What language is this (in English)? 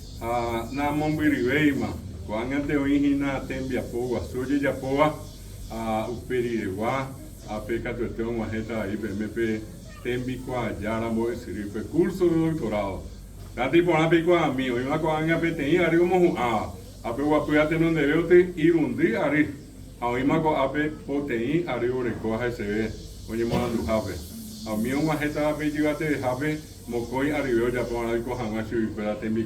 Guarani